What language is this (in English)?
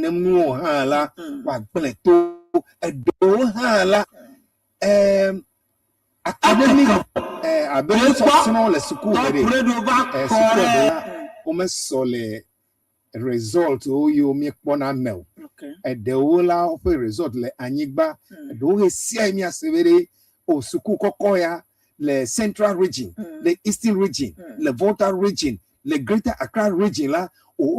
Ewe